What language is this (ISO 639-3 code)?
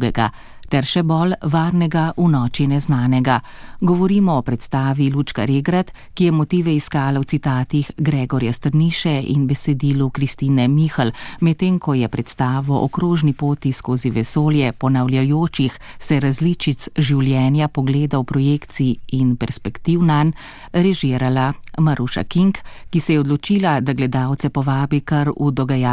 slv